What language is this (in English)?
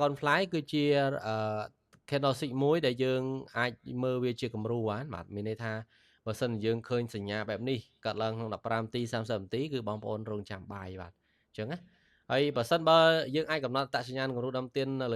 Khmer